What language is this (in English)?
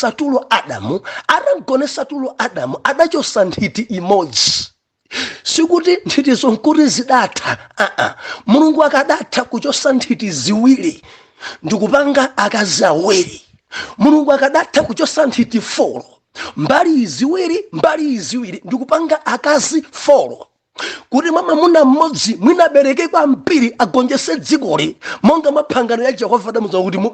Nyanja